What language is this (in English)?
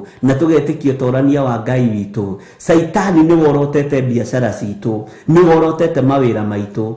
Kikuyu